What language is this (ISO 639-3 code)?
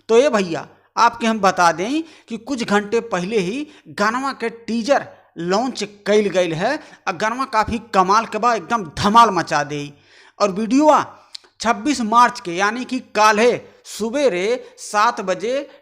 bho